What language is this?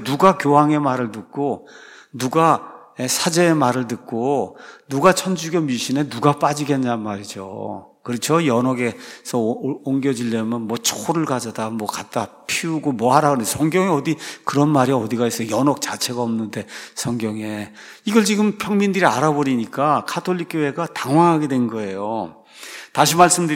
Korean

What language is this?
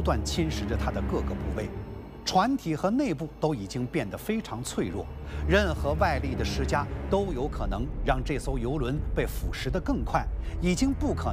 Chinese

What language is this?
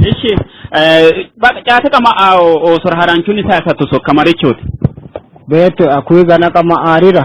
Sidamo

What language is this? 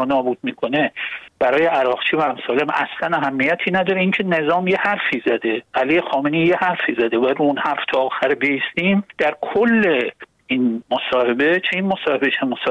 Persian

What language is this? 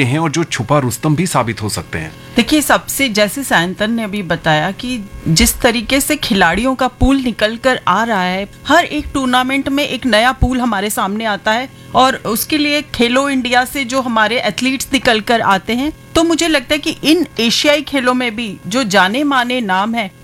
Hindi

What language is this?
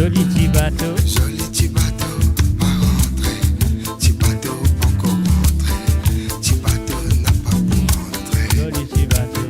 Morisyen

